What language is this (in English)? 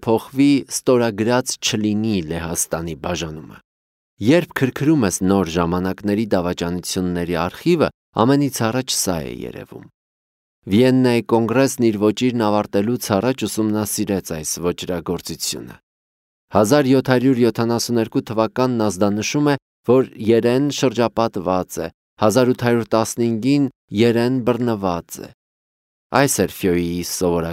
Armenian